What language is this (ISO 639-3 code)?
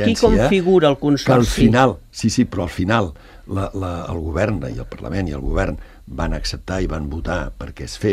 cat